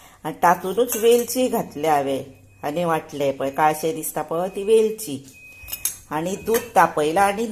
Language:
Konkani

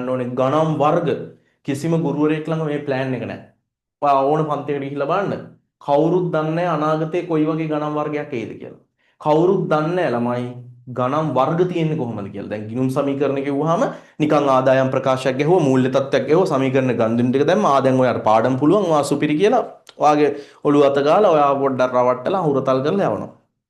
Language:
Sinhala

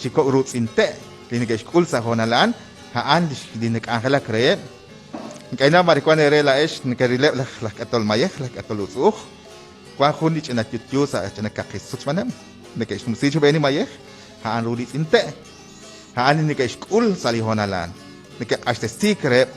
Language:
Kekchí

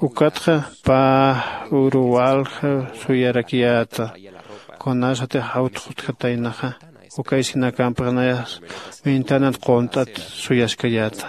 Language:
Aymara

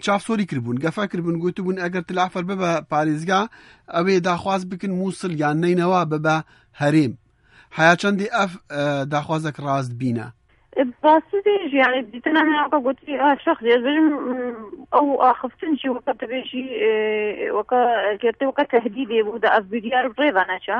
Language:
Kurdish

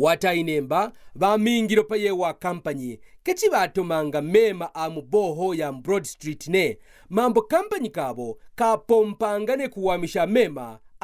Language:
Kaonde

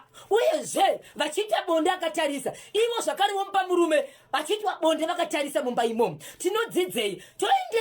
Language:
Shona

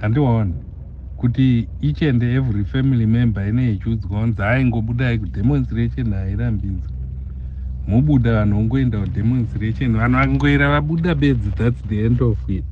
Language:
Shona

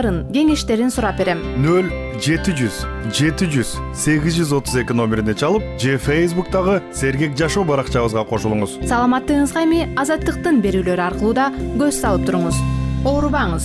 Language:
Kyrgyz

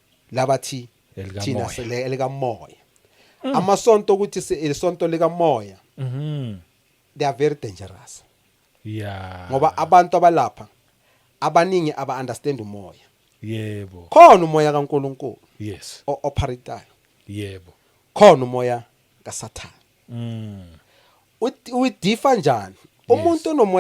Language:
Zulu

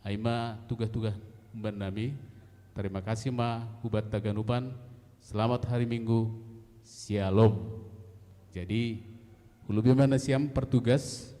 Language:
Batak Simalungun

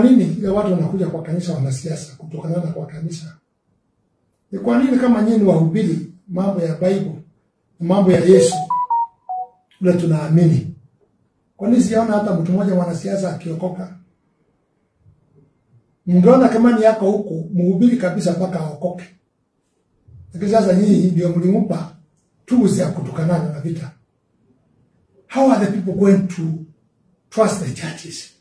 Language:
Swahili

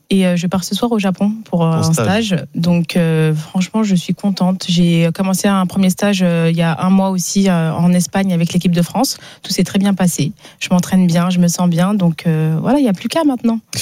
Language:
French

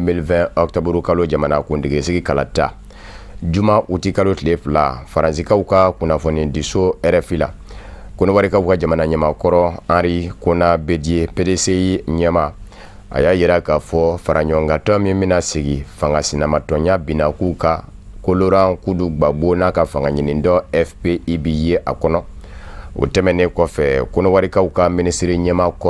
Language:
Bambara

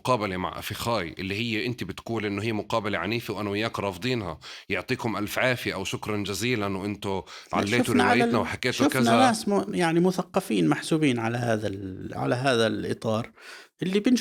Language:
North Levantine Arabic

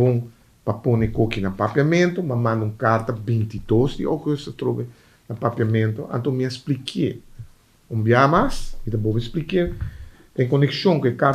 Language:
Papiamento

